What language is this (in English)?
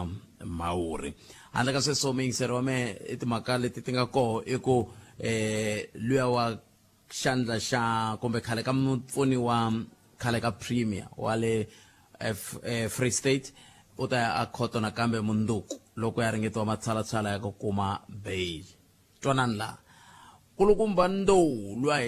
Tsonga